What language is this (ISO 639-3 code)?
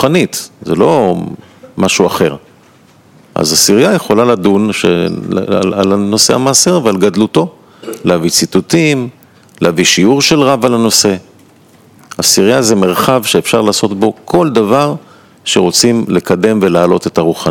heb